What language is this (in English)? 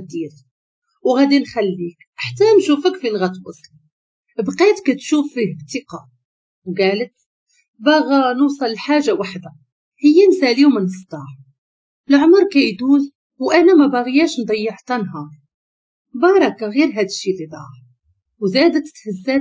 Moroccan Arabic